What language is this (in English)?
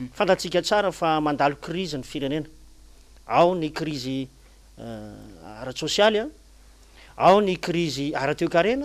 Malagasy